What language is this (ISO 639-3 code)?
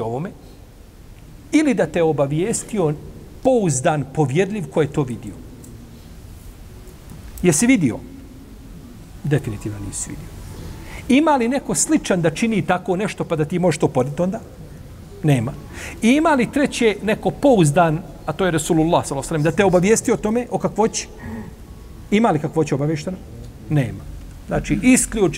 bos